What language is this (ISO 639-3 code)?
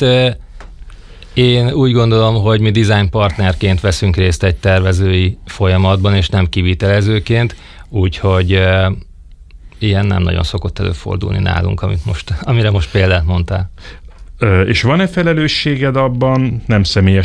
hun